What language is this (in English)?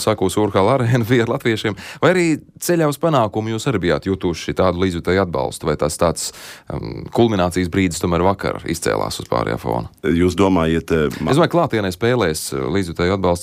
Latvian